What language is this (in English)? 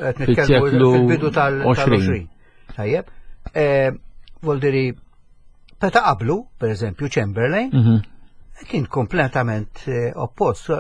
Maltese